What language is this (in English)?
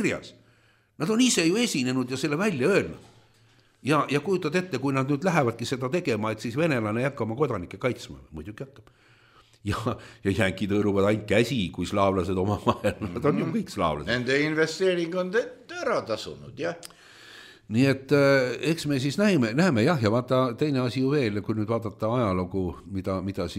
Estonian